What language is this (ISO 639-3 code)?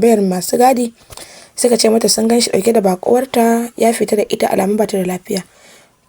hau